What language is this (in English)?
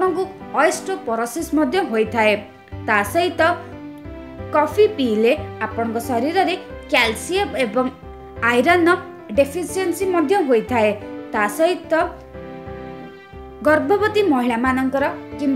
Odia